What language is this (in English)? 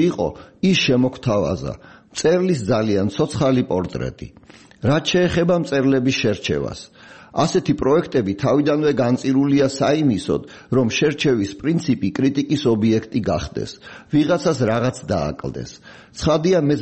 Georgian